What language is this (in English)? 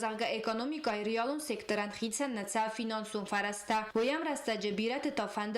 Ossetic